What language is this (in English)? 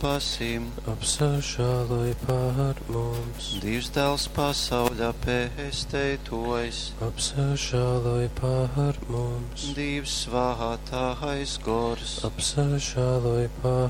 Latgalian